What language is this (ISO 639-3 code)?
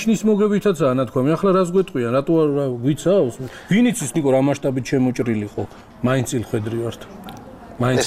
kat